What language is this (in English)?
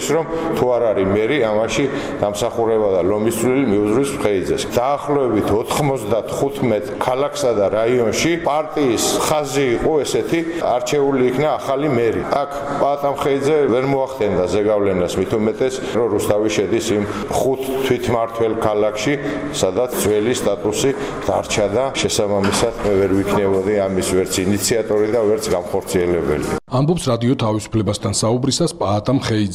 Georgian